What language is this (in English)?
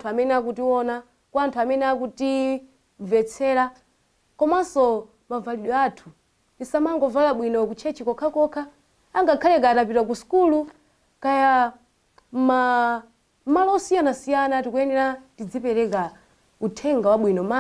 Nyanja